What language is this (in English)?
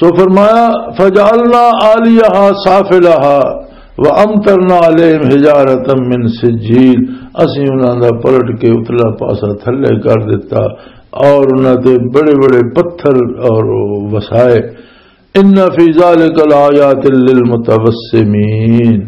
Western Panjabi